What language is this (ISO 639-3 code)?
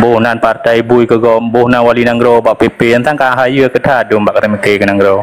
ace